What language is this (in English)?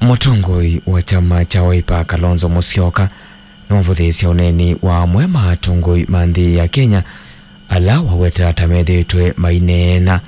Kamba